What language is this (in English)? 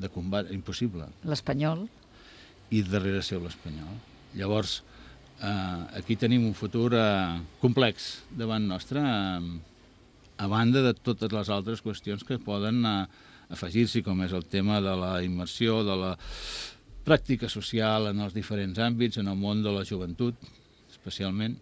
Catalan